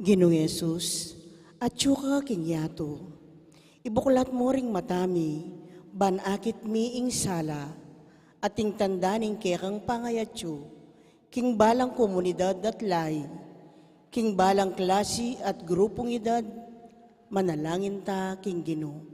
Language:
Pampanga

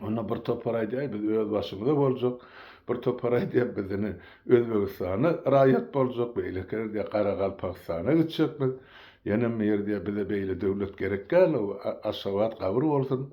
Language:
Turkmen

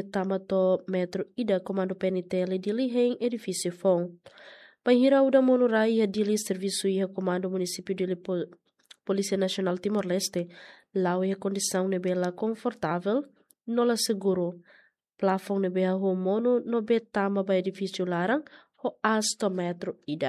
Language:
Tetum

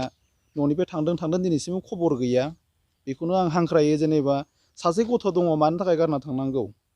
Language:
Bodo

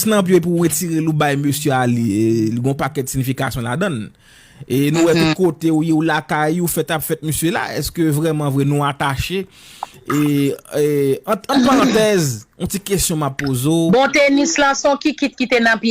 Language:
Haitian Creole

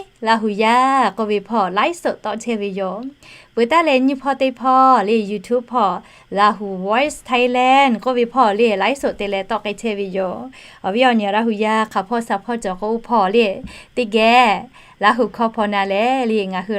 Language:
Lahu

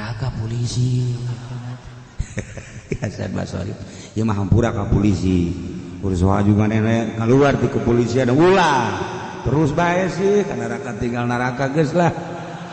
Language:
Sundanese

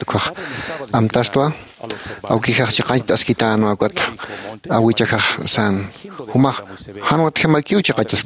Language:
Aymara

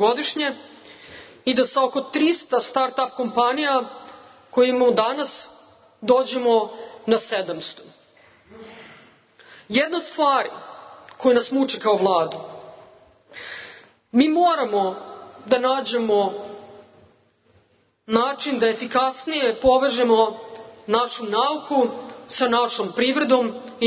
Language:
Serbian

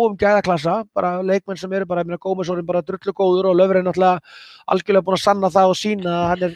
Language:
Icelandic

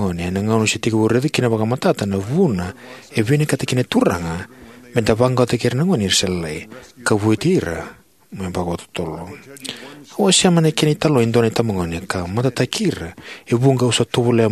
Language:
Fijian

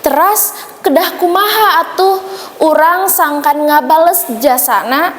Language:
Sundanese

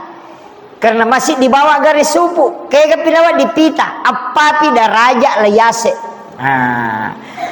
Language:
Buginese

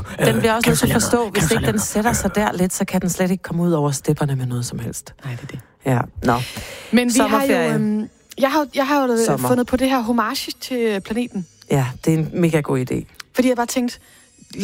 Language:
Danish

